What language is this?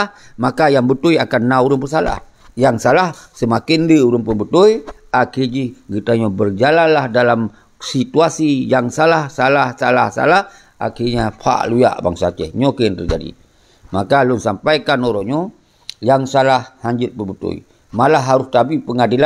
Achinese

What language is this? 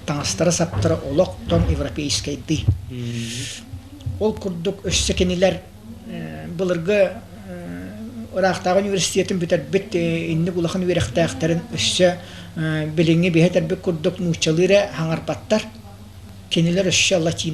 Yakut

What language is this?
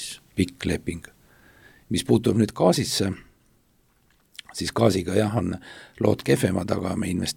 Estonian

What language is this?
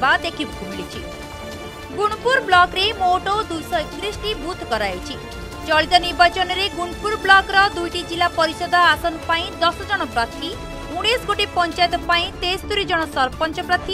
Odia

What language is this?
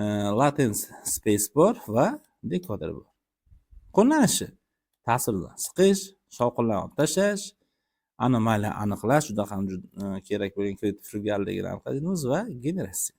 Uzbek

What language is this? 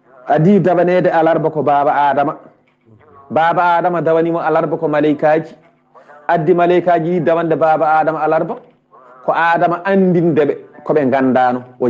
Fula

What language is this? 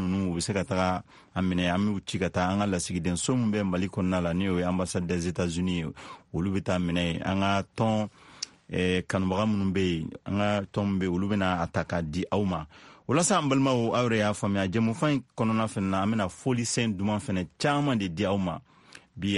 Bambara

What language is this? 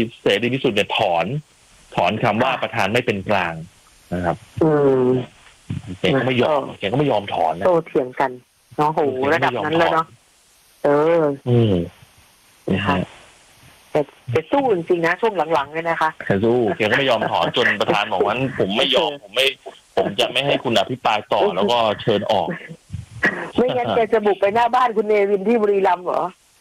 Thai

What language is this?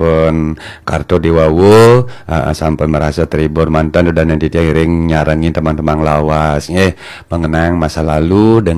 Balinese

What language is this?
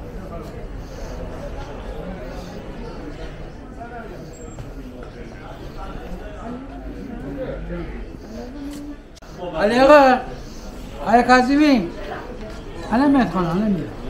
Persian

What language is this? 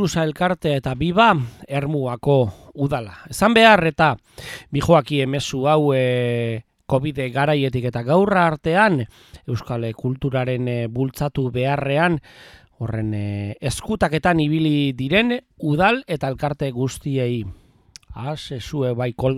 Basque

